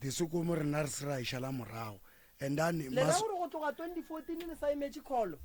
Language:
Northern Sotho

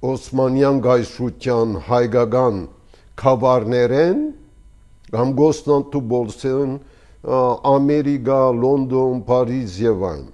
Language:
Armenian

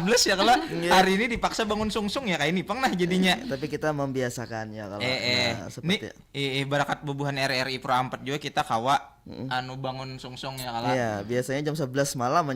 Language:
Banjar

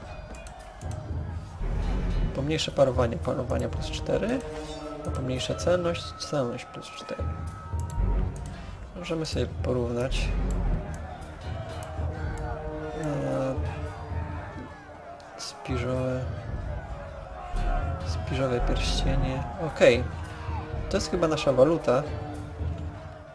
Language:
Polish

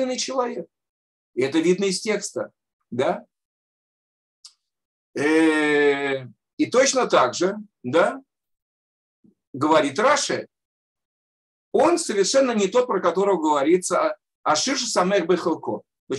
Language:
Russian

